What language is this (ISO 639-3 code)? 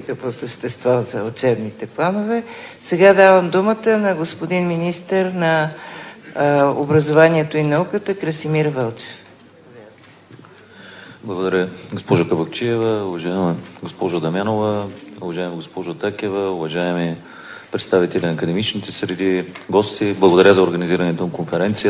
bul